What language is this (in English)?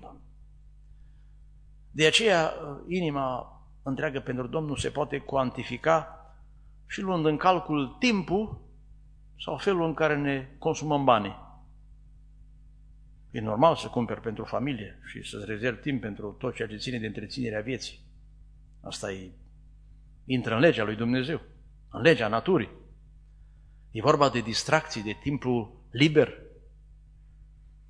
Romanian